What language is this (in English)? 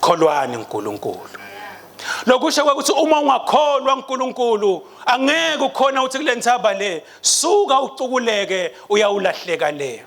Swati